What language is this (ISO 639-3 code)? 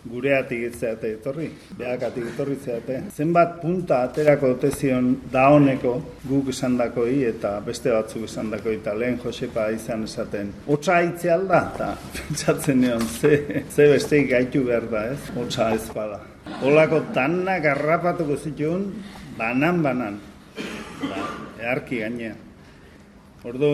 eus